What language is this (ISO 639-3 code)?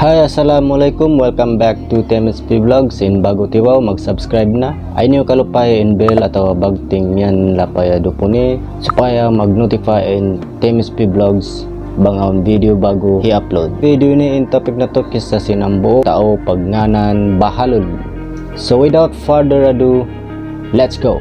tsg